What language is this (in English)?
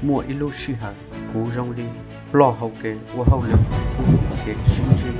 Hmong